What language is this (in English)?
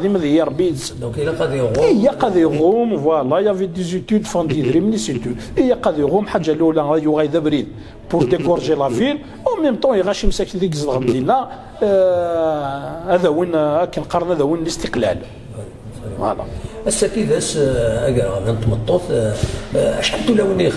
Kabyle